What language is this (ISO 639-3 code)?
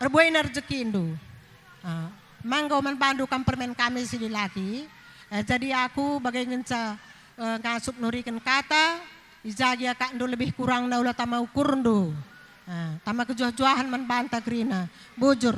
btx